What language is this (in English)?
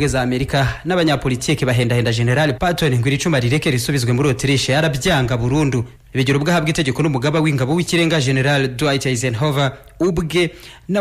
Kinyarwanda